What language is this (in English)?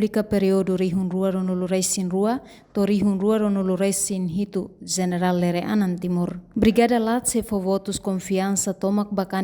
Tetum